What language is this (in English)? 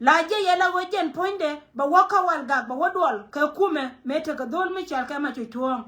Nuer